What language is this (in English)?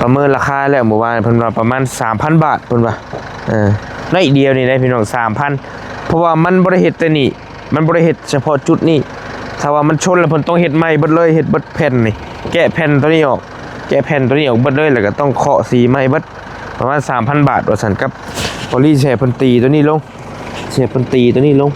Lao